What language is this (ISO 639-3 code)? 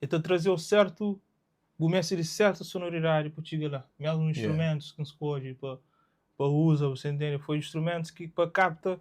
kea